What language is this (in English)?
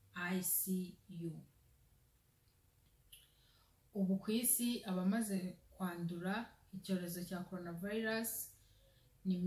Kinyarwanda